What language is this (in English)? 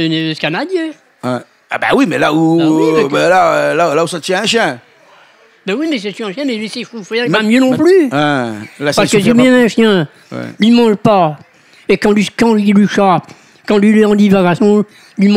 Réunion Creole French